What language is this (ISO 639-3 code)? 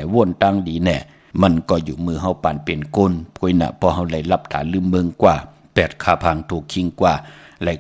shn